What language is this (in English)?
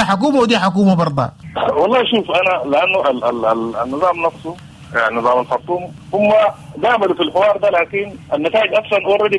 Sudanese Arabic